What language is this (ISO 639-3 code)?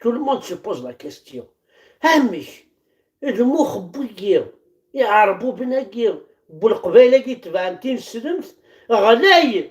kab